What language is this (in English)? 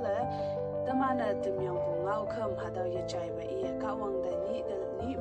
Konyak Naga